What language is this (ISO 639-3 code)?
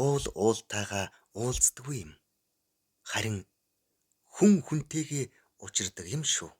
mon